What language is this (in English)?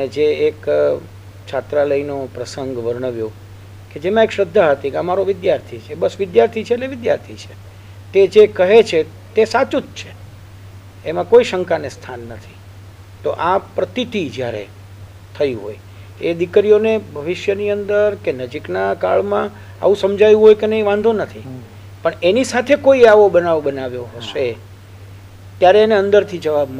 Gujarati